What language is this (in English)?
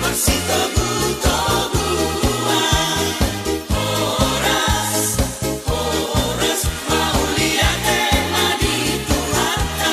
Batak Toba